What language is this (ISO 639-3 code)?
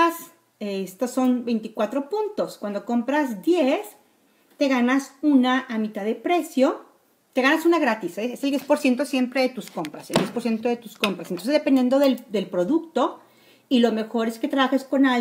spa